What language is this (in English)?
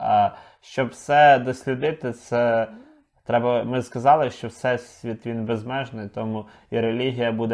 Ukrainian